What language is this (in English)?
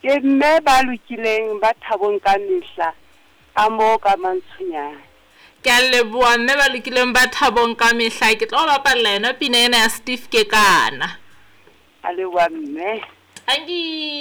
Southern Sotho